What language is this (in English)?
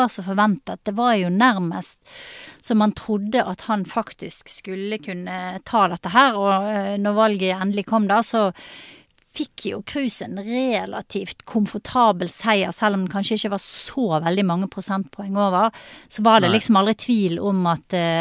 Norwegian